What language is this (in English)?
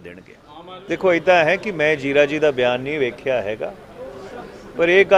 Punjabi